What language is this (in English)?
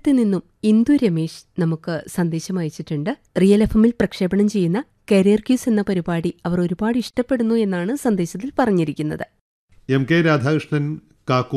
Malayalam